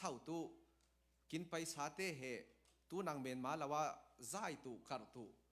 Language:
Falam Chin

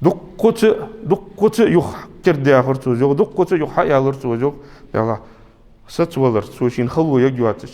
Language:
Ingush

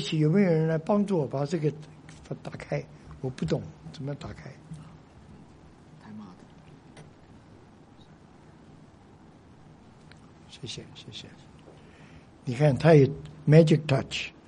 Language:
Chinese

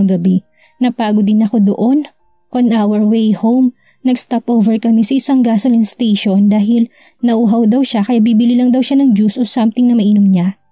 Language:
Filipino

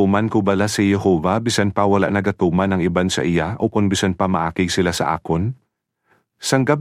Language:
Hiligaynon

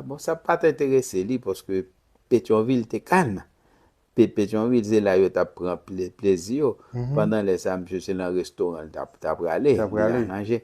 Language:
Haitian Creole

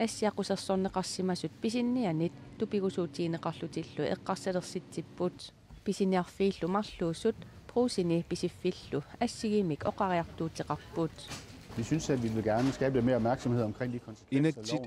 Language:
Kalaallisut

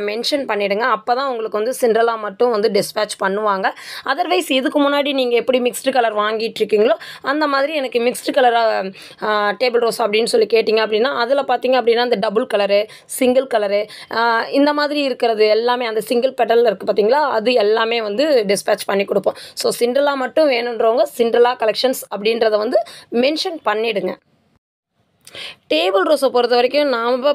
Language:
Tamil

